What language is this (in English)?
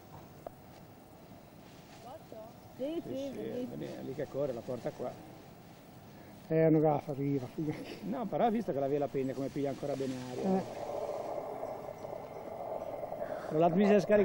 Italian